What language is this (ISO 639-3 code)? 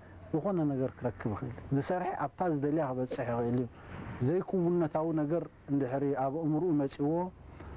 tir